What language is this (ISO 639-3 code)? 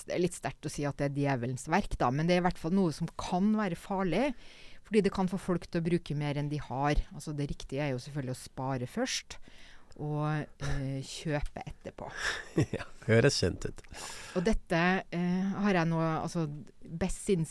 nor